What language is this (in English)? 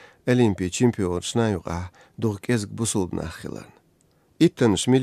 Chechen